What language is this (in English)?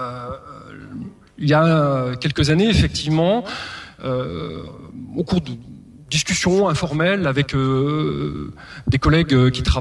French